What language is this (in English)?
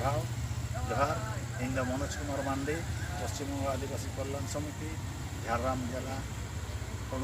Santali